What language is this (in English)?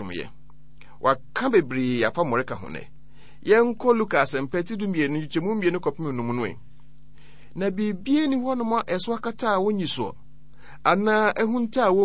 Akan